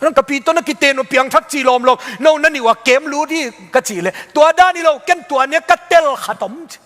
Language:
Tedim Chin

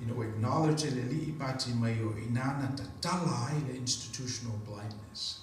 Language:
Samoan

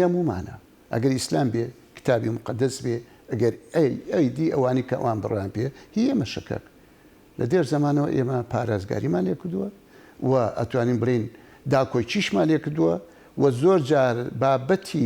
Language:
Central Kurdish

